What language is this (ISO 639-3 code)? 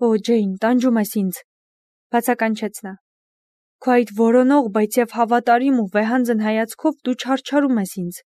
hye